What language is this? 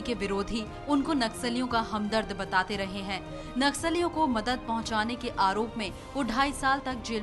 Hindi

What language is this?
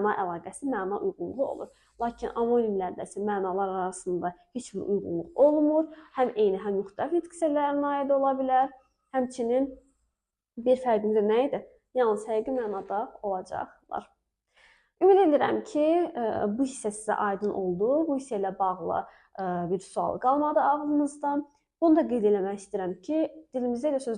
Azerbaijani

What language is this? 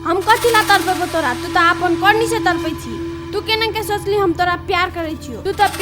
Maithili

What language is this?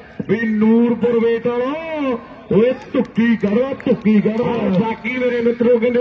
Punjabi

